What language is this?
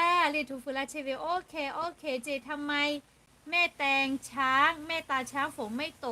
Lahu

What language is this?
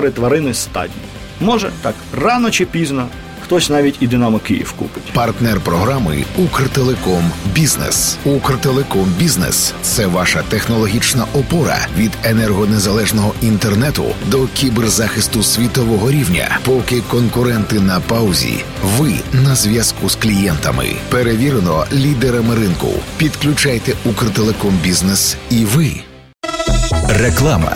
Ukrainian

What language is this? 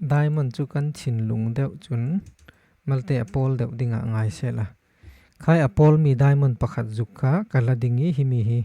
Falam Chin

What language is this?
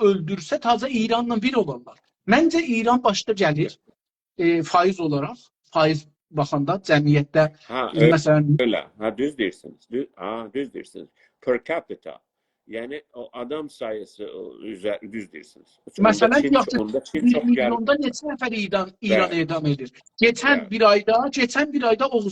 South Azerbaijani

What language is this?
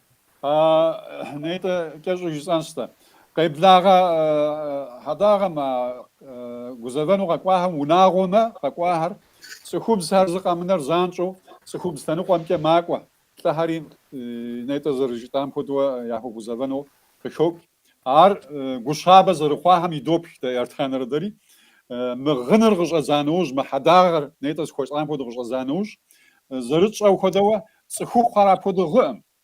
Kabardian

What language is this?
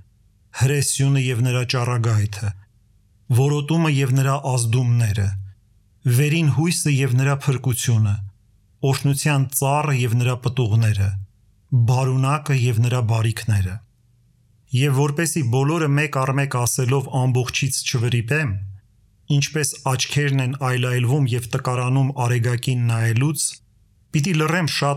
Armenian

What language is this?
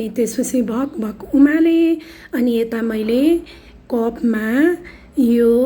Nepali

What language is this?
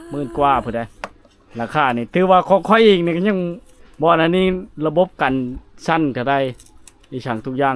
Lao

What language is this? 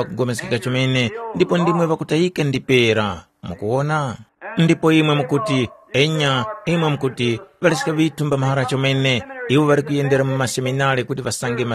Tumbuka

